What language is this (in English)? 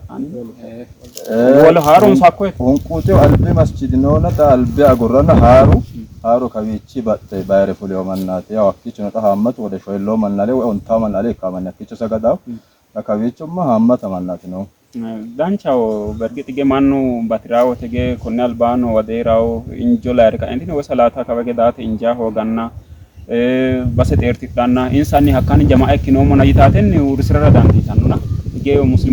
Sidamo